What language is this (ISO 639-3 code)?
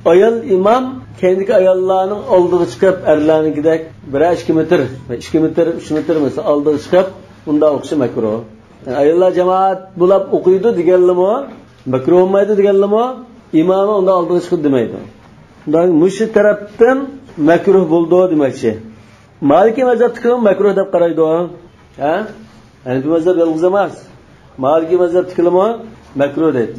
uig